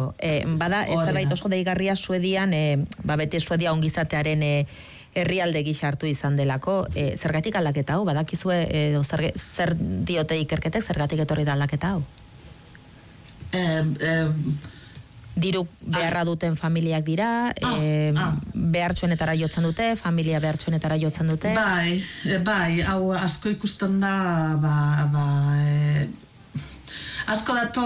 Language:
Basque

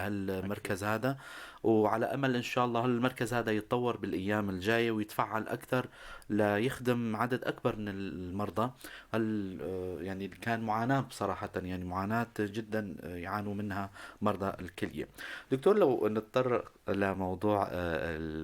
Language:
North Levantine Arabic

